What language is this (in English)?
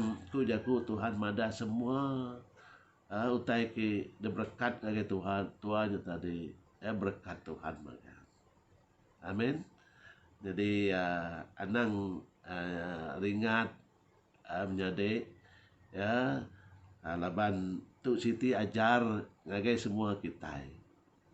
Iban